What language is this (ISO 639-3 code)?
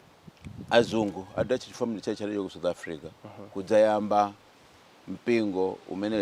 nya